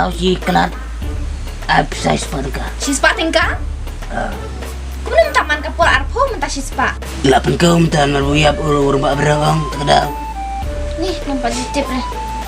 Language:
Khasi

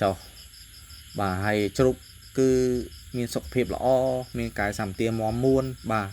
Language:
Khmer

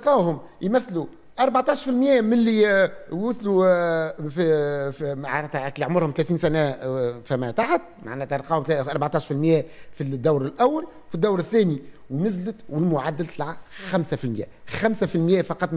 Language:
Tunisian Arabic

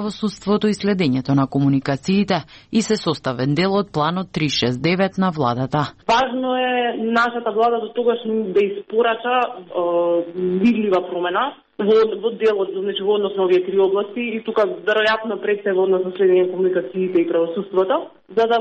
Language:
Macedonian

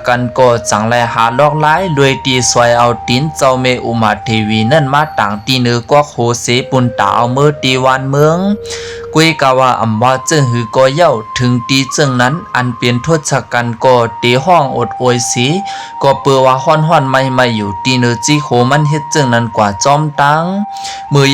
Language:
Shan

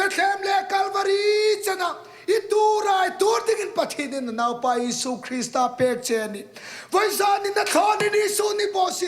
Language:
Hmar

